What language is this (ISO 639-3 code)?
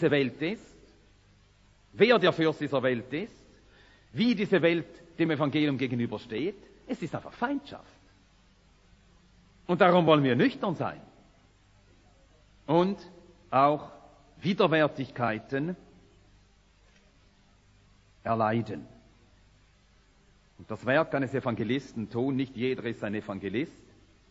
deu